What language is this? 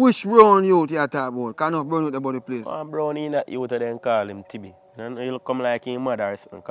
Jamaican Creole English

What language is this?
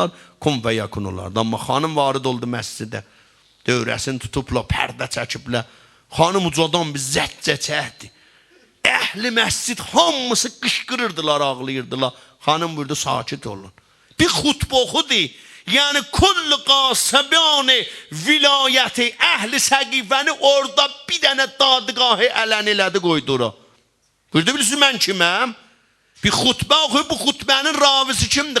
South Azerbaijani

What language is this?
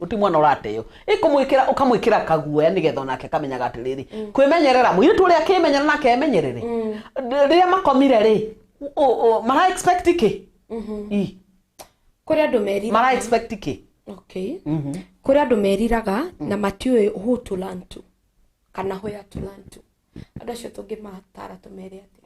Kikuyu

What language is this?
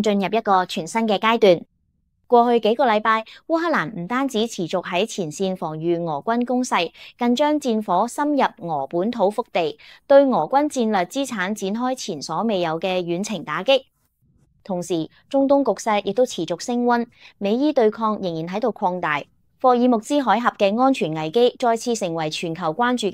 Cantonese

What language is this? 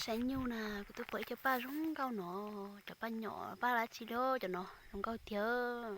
Hmong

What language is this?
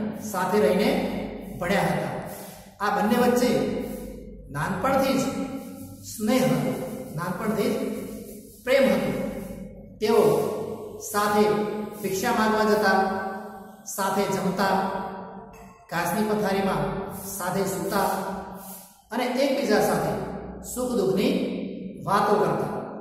Gujarati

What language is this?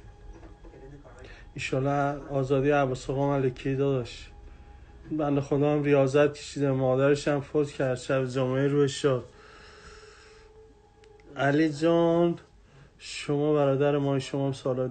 Persian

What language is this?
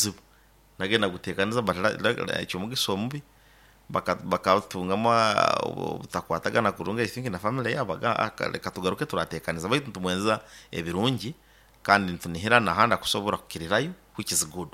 Nyoro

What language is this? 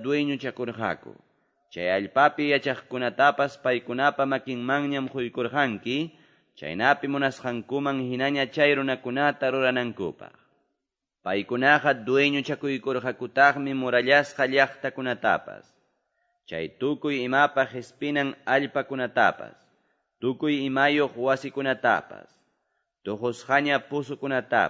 Ayacucho Quechua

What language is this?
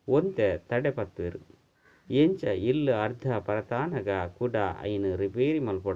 Tulu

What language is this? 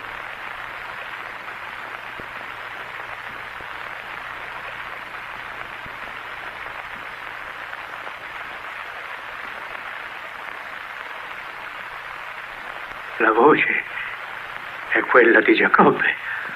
Italian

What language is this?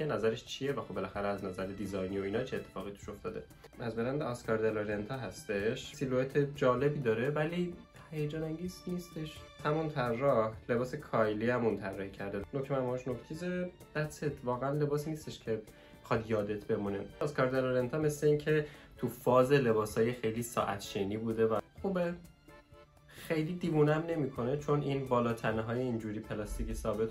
Persian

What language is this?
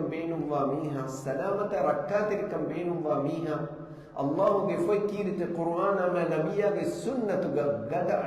Divehi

